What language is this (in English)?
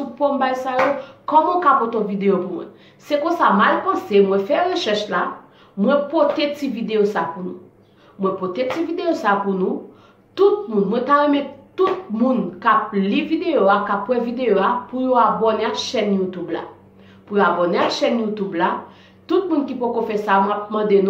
Haitian Creole